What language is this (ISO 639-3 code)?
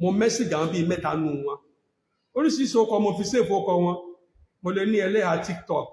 yor